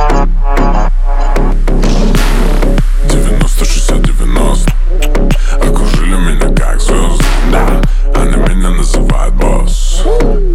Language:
Russian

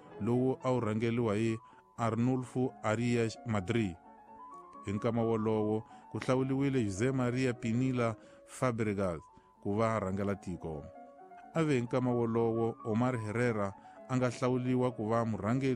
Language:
Tsonga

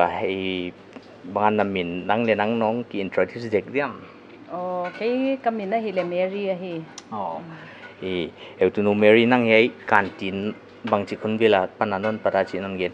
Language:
Paite Chin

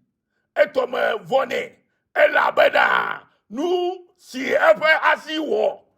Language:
Ewe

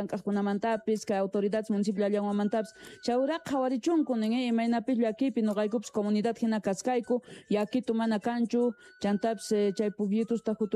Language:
Quechua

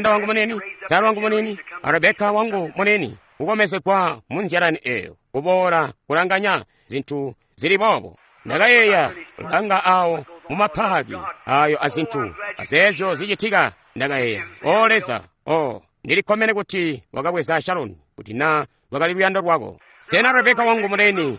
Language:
Tonga (Zambia)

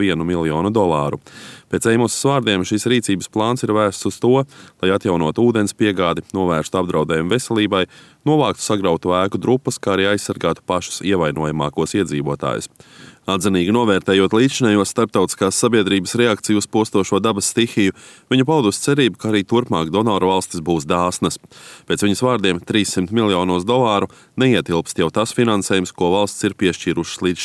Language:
Latvian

